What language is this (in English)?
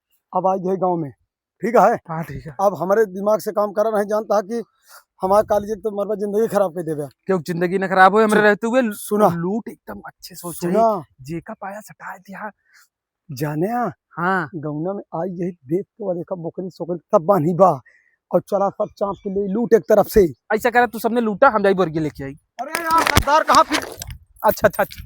Awadhi